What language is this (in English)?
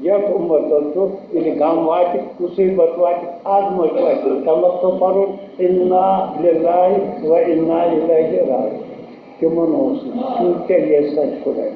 Kashmiri